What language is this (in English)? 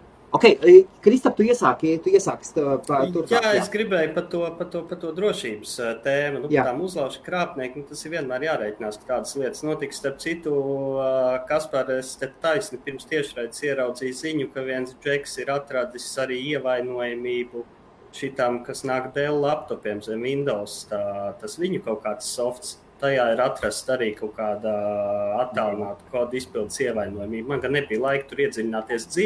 Latvian